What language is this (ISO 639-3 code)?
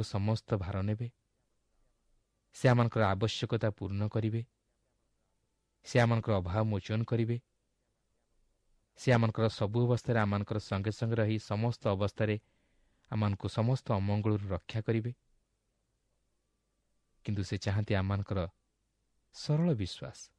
ori